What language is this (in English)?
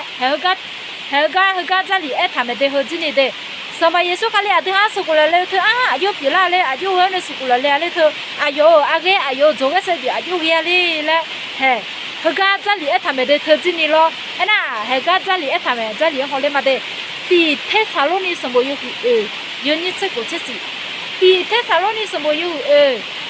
Akha